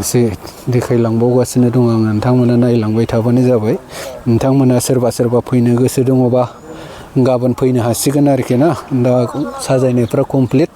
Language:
Bodo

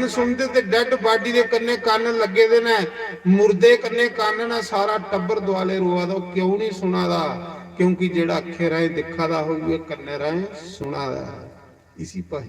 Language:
Dogri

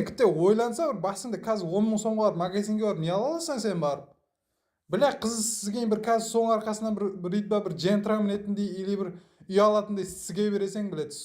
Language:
Kara-Kalpak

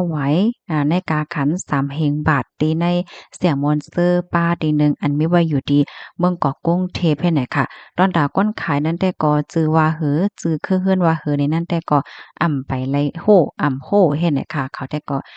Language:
Shan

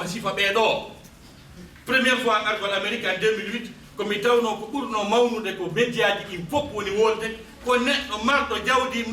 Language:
Fula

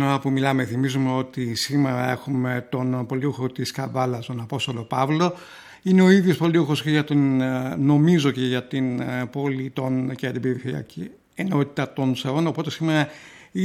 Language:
Greek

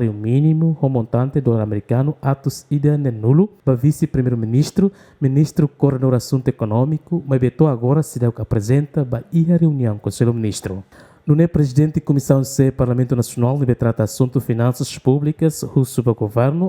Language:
Tetum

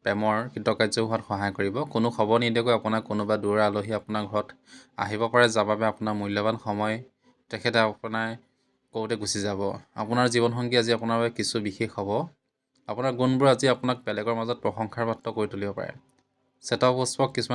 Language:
Assamese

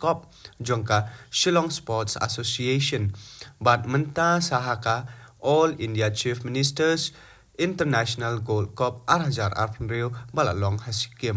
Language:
Khasi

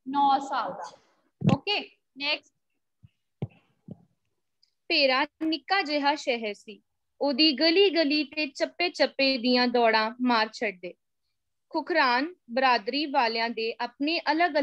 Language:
Punjabi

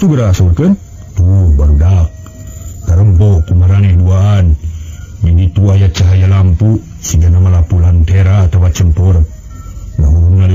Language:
Sundanese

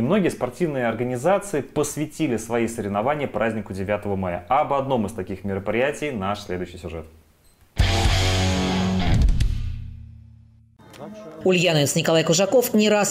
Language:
Russian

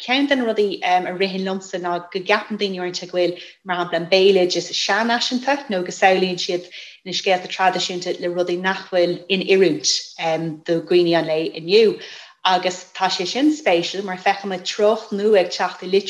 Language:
Irish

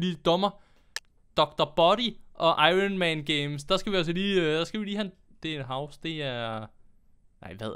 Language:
Danish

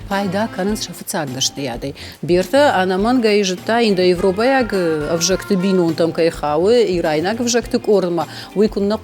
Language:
Ossetic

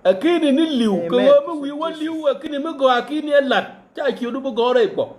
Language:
Nuer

